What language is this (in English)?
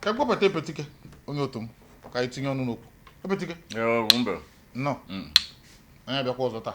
Igbo